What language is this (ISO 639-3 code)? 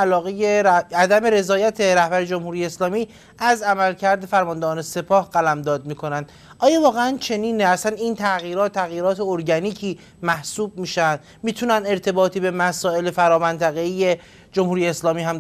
fas